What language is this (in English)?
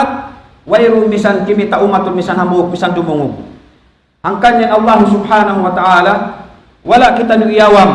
Tausug